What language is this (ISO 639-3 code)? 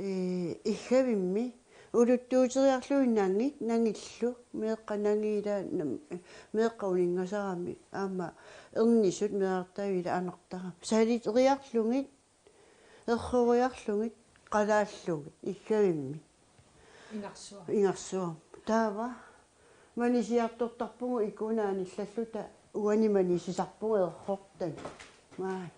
kal